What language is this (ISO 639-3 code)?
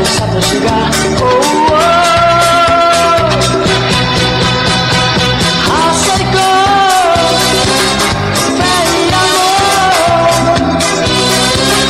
por